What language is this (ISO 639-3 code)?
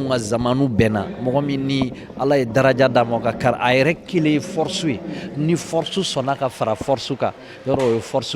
bam